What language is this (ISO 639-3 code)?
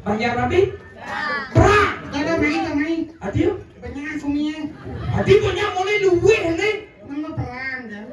ban